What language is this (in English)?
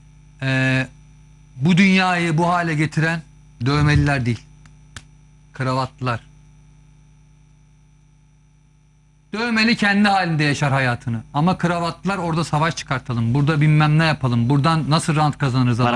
Turkish